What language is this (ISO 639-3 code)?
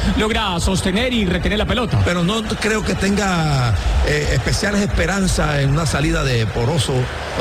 spa